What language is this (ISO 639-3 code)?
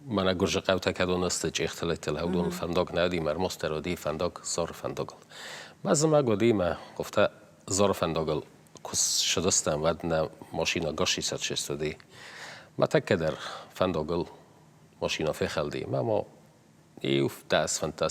oss